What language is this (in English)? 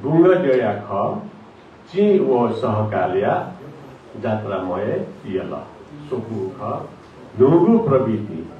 Newari